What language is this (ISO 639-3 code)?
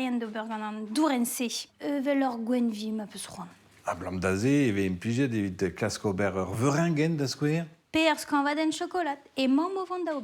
bre